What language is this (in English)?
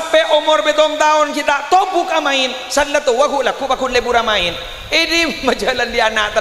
Madurese